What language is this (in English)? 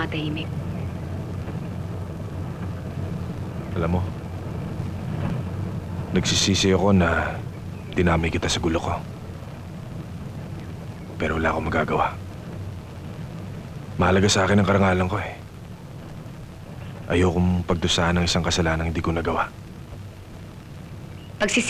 Filipino